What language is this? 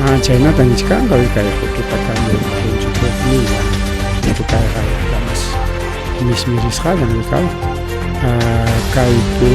Ayacucho Quechua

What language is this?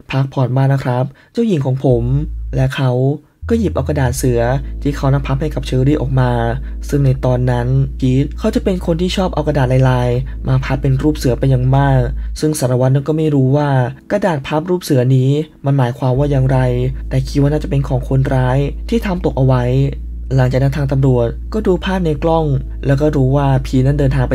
Thai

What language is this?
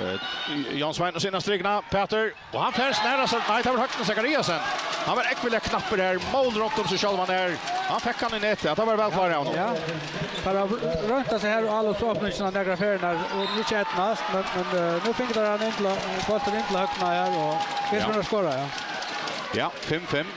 Faroese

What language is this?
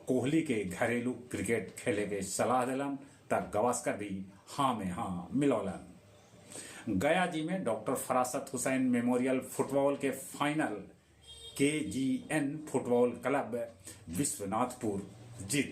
Magahi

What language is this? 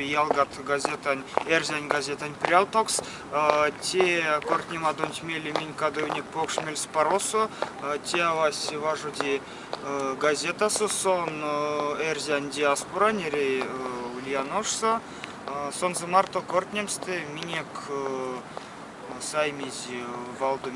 Erzya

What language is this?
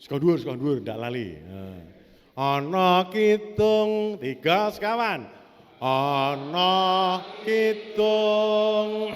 Javanese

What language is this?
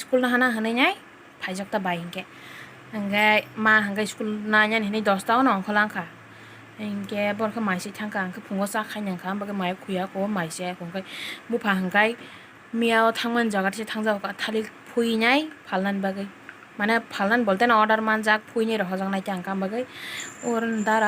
Kok Borok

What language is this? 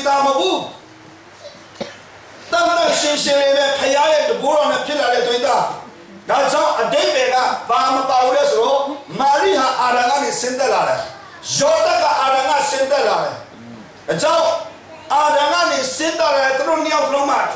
Burmese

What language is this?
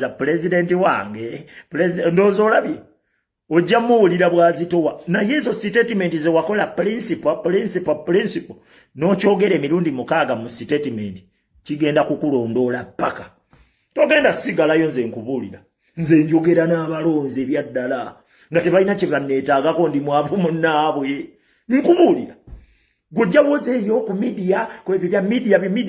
Ganda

